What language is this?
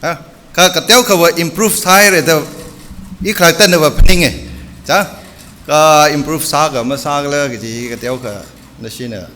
Tangkhul Naga (India)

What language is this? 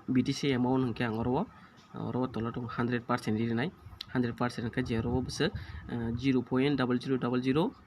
Kok Borok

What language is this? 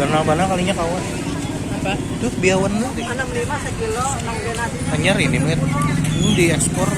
Banjar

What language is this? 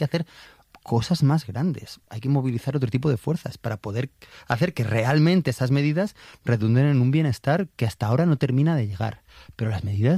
Spanish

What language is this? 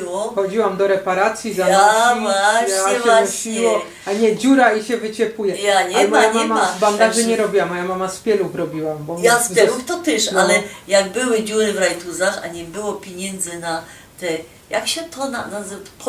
Silesian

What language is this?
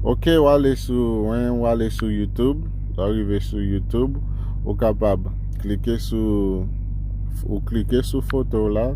Haitian Creole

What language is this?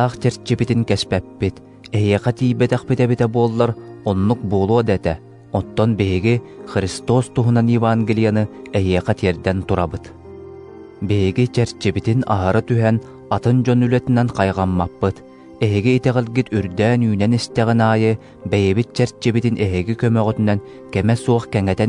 Yakut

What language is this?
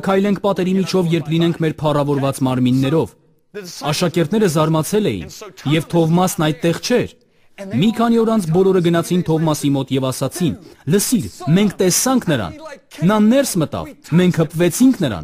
Armenian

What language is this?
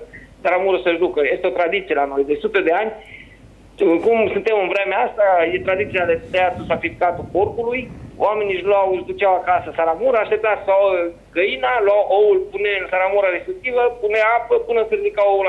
Romanian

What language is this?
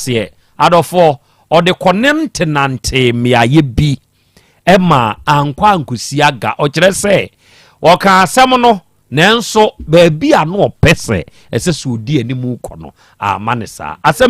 Akan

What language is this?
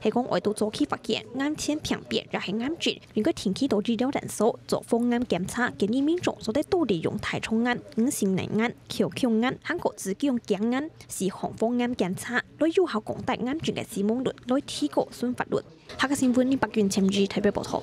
Hakka Chinese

